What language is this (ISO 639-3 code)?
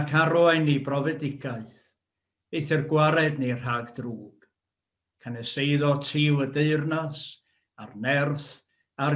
cym